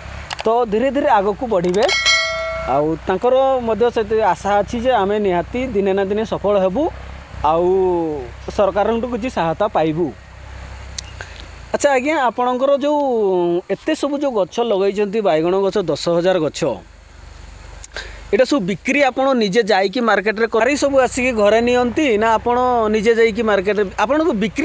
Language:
Odia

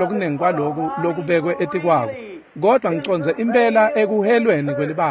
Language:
Swati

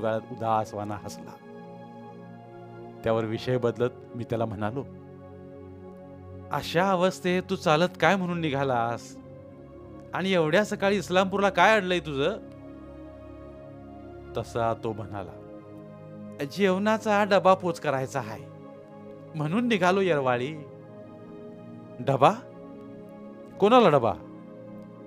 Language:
Marathi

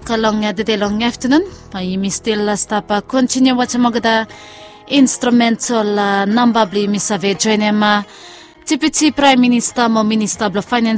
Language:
Bislama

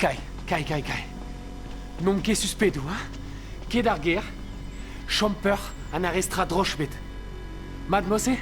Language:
Breton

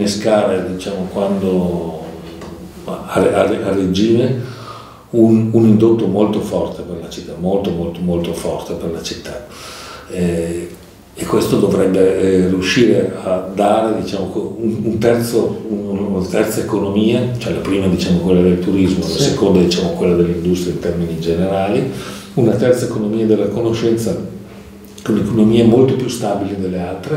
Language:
Italian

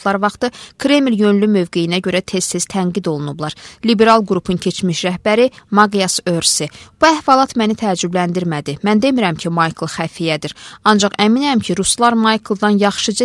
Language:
Azerbaijani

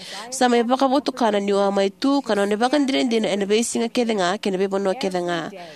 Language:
Fijian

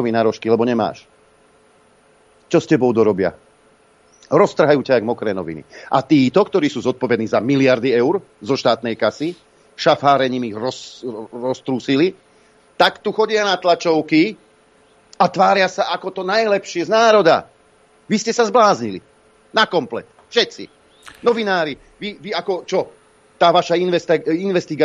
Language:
Slovak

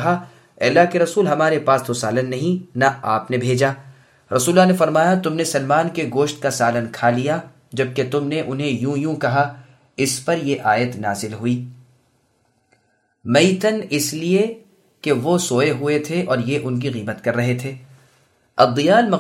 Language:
Urdu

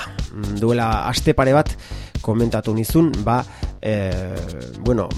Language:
Basque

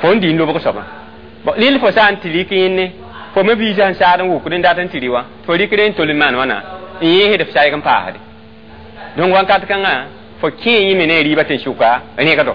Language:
Mossi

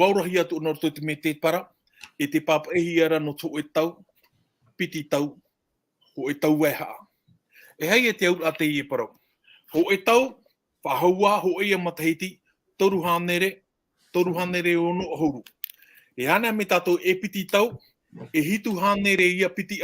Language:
Tahitian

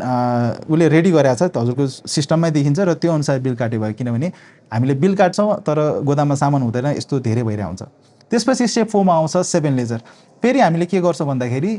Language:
Nepali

